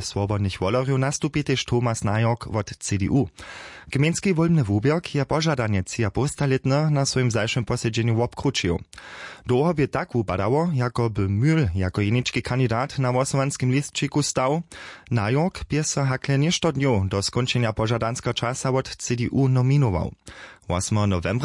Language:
Upper Sorbian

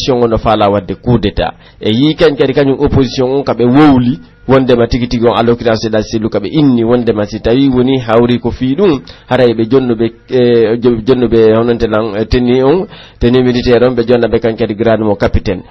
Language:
Pular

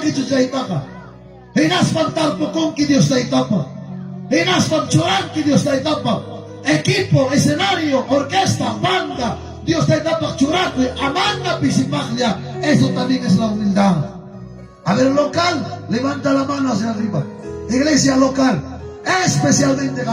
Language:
Ayacucho Quechua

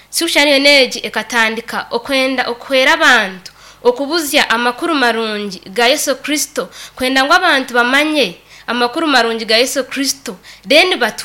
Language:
Nyankole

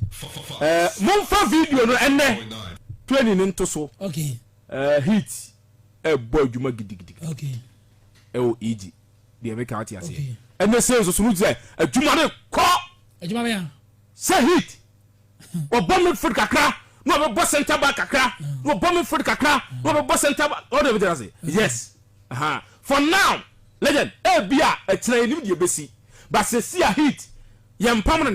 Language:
Akan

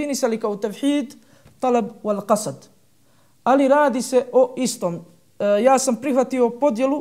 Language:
Bosnian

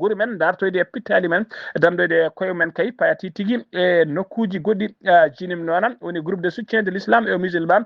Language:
Fula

